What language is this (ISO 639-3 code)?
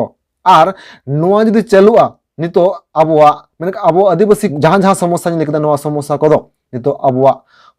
sat